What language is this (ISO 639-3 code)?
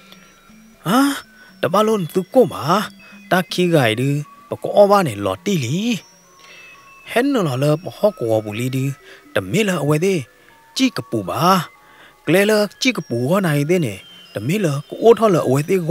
ksw